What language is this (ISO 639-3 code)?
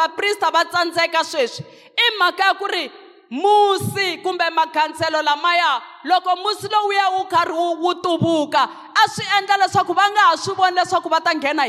tso